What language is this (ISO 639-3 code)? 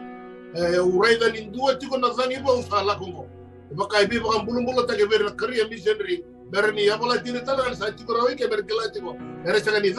fij